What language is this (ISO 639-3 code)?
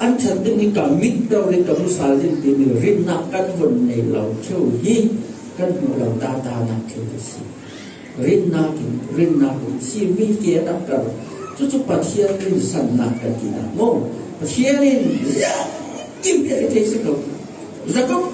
cfm